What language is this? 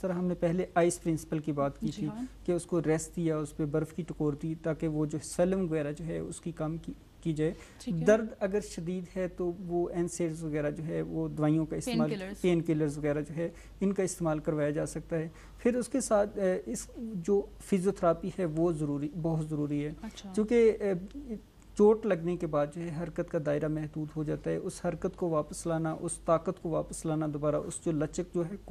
Urdu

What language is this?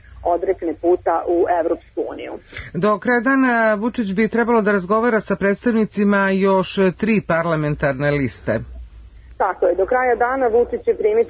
Serbian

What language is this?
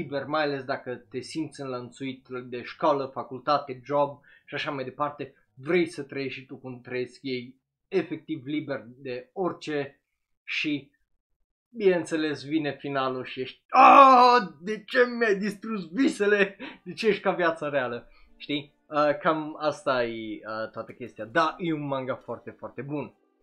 Romanian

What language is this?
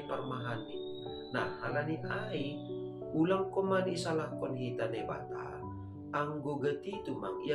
Batak Simalungun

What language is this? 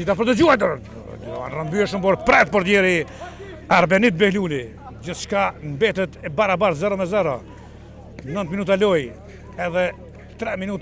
Albanian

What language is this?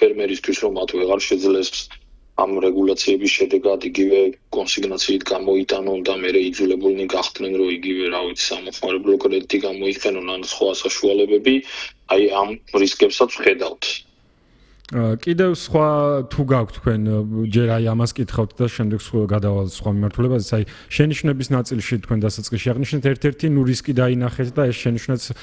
Georgian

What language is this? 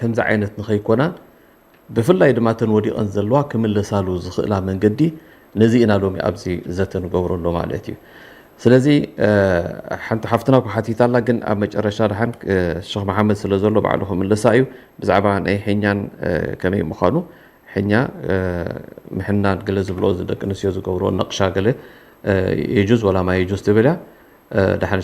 Tigrinya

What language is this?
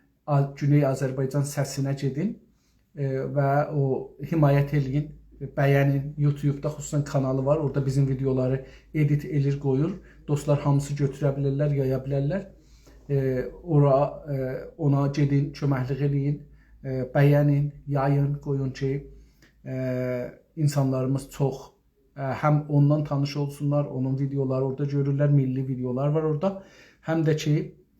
South Azerbaijani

